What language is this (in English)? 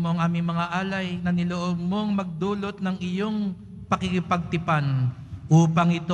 Filipino